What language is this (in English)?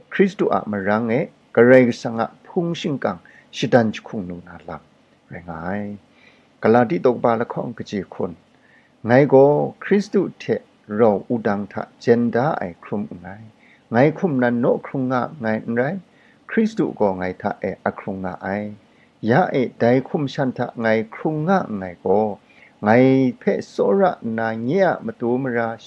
Kachin